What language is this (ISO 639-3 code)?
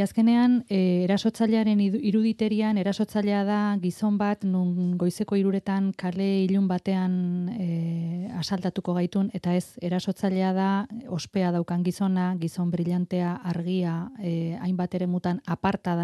eus